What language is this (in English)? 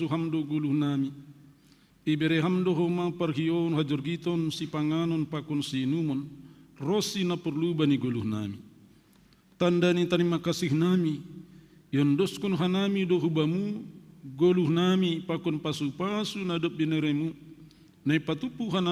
Batak Simalungun